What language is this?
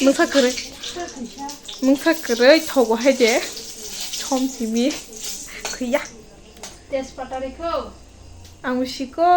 Kok Borok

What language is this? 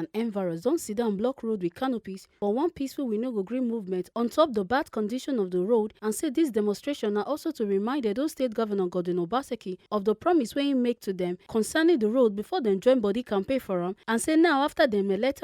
Nigerian Pidgin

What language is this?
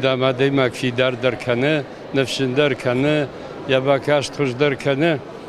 Ossetic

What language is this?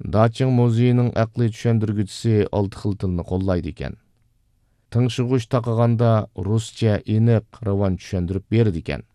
Uyghur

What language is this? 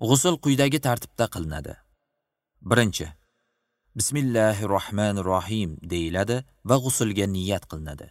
Uzbek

